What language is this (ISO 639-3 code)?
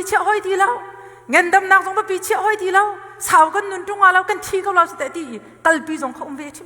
cnh